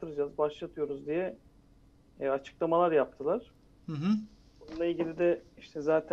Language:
Turkish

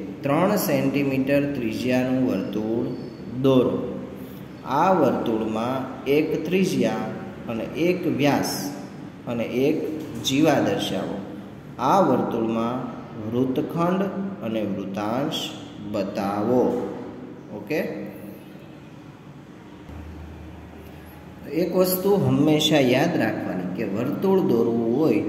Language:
Gujarati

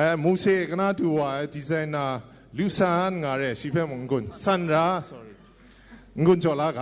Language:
Kachin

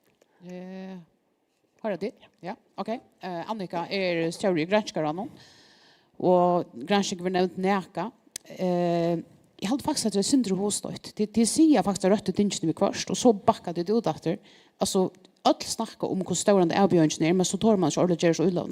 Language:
Faroese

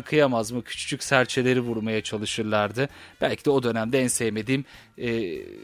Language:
Turkish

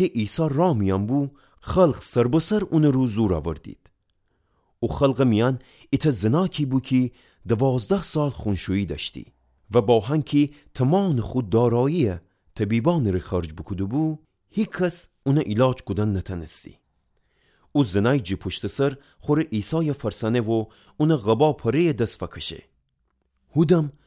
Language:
Gilaki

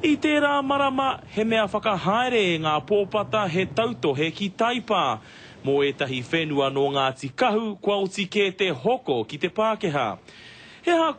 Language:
Māori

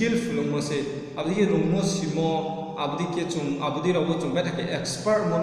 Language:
Riang (India)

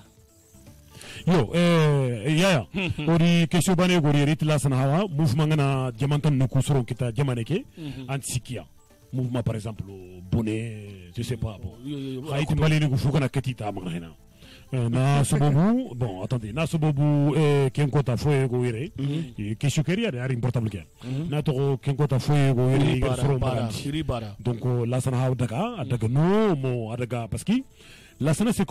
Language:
Soninke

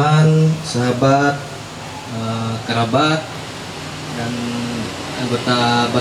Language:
Ma'anyan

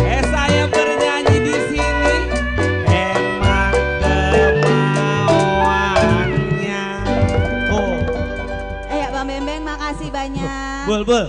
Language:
Betawi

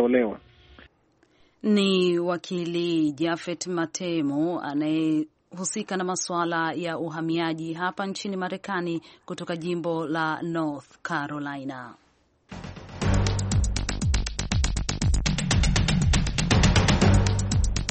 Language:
Swahili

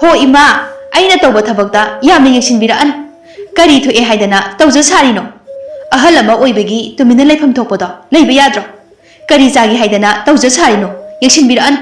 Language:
Manipuri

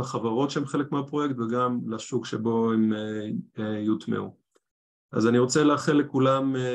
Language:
Hebrew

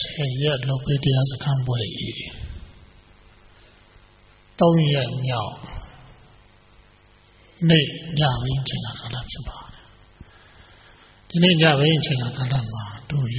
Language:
Burmese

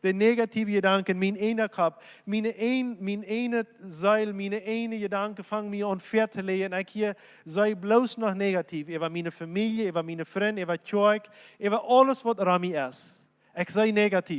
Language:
Plautdietsch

